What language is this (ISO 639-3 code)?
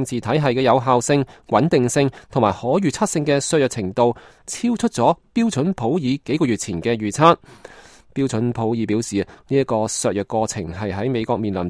yue